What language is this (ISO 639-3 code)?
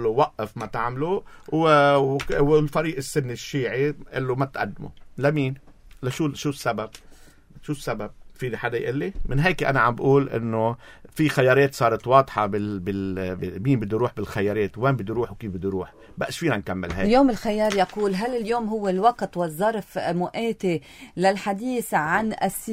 apc